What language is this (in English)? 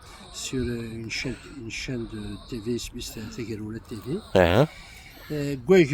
Kabyle